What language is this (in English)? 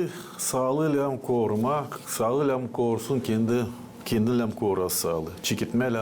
Gagauz